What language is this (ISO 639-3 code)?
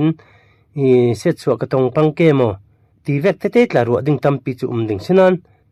cfm